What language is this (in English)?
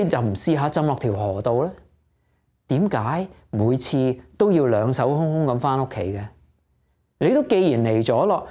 Cantonese